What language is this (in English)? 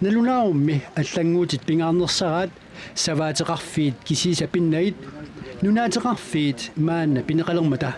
Kalaallisut